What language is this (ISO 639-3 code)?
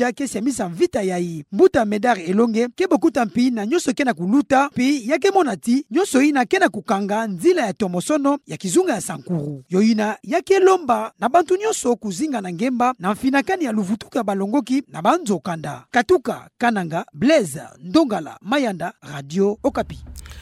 ktu